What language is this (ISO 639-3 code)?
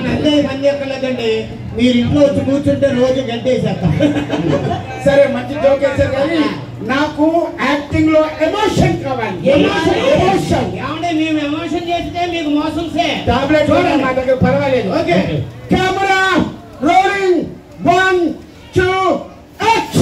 tel